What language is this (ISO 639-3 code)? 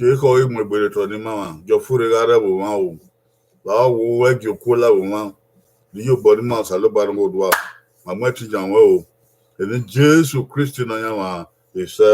bin